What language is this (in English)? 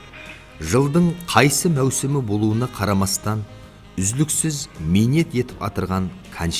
Kara-Kalpak